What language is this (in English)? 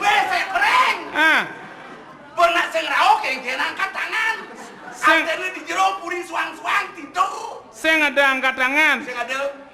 Balinese